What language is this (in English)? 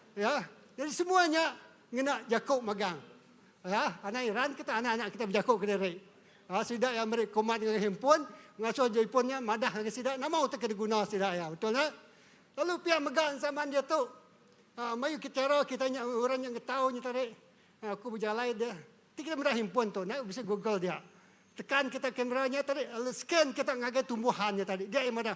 Iban